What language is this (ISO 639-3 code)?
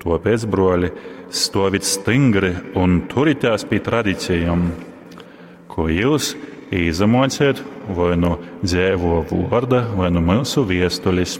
ltg